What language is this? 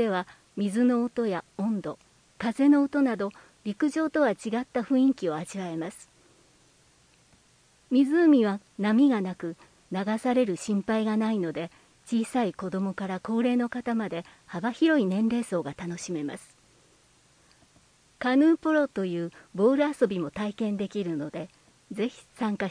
Japanese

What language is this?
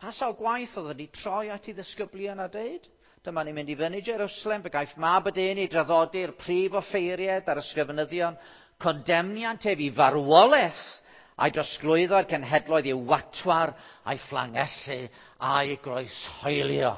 Welsh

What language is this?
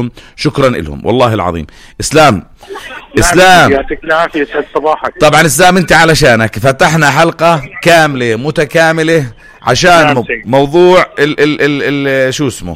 North Levantine Arabic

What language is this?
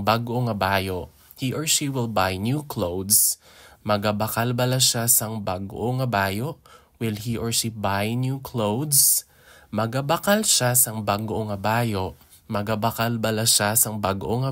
Hiligaynon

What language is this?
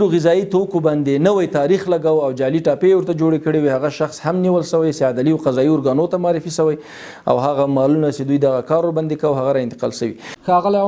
Pashto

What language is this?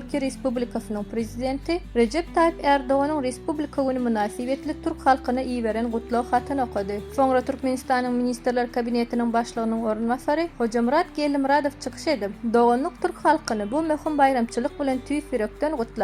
Turkmen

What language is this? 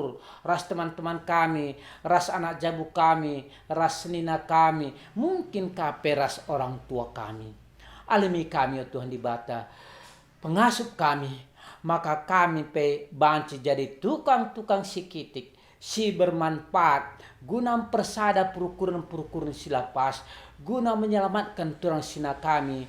Batak Karo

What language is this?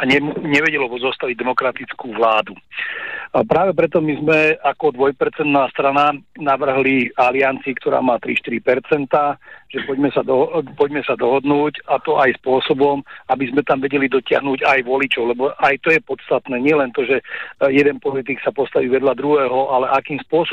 Slovak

